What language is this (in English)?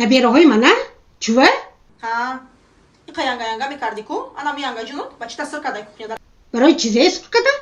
Tajik